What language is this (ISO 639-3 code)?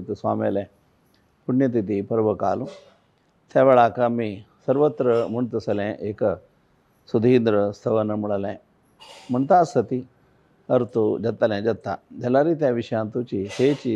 kok